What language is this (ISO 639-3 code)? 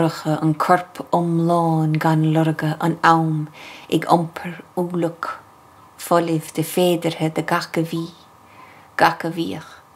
gle